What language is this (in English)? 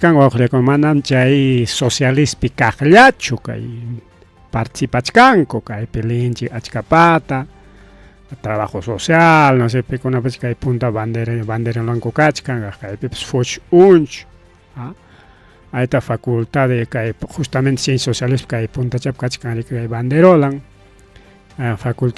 Ayacucho Quechua